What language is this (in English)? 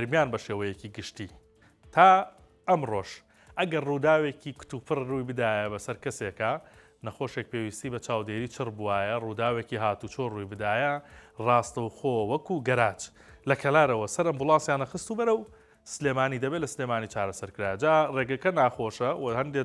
Central Kurdish